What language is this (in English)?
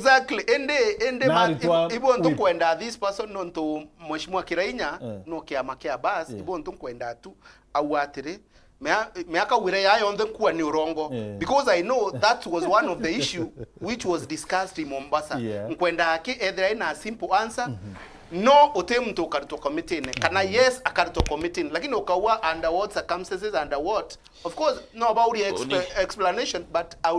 Meru